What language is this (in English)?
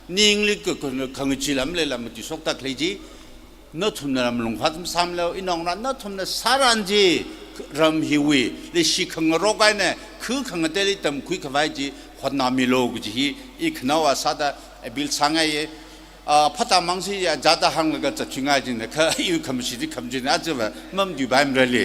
Tangkhul Naga (India)